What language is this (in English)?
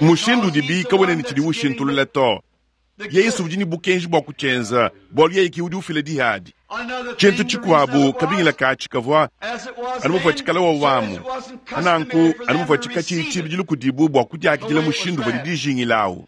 Luba-Lulua